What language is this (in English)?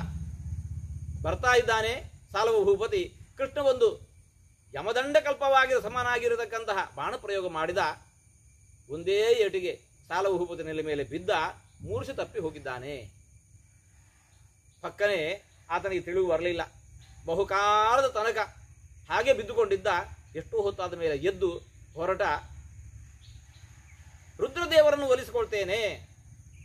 Kannada